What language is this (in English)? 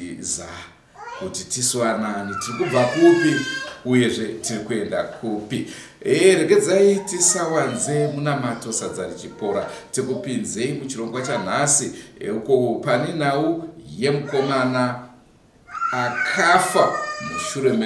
Shona